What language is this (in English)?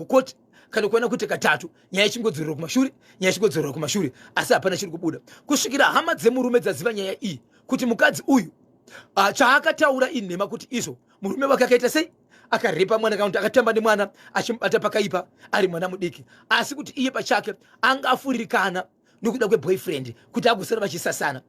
Shona